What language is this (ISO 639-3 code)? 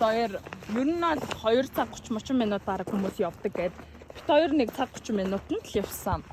mon